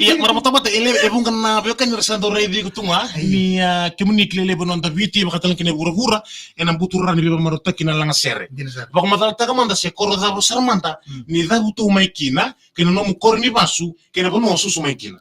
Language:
Fijian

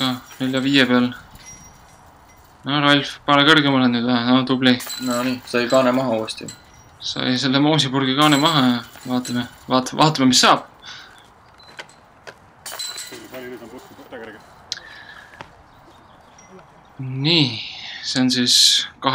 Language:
Estonian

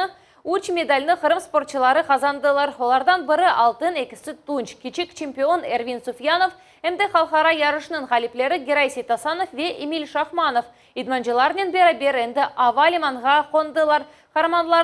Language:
Crimean Tatar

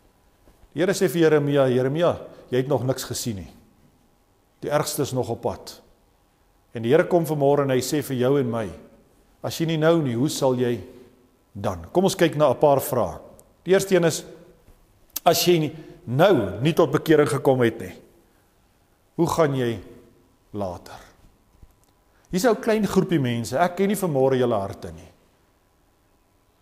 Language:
Afrikaans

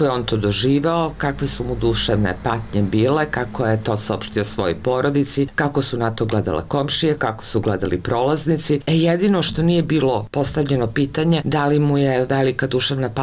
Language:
Serbian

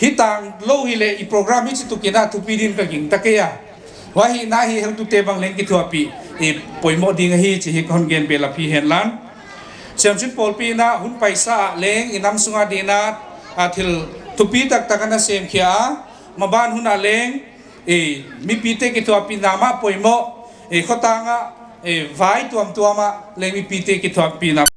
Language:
Paite Chin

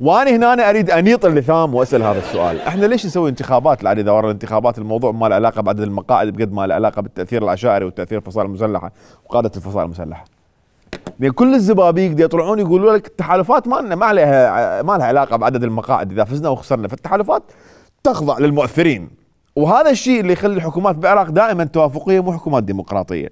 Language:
Mesopotamian Arabic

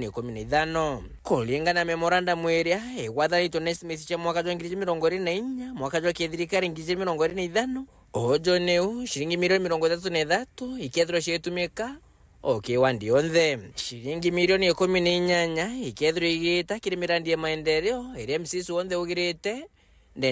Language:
Meru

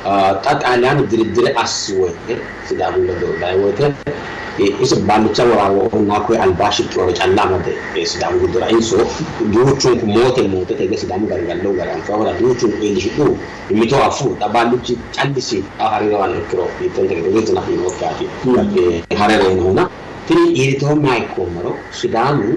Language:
Sidamo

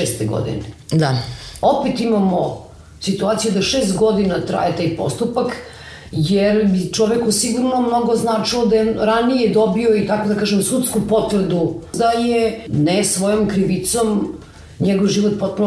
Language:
Serbian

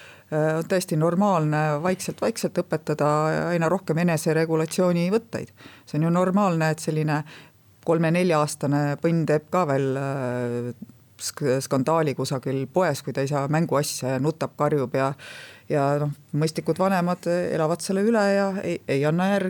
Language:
Estonian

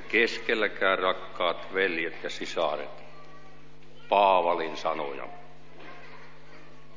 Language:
Finnish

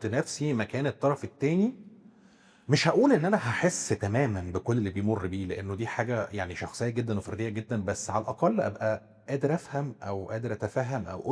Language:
Egyptian Arabic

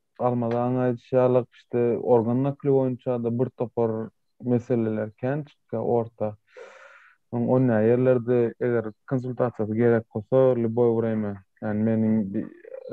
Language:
Turkmen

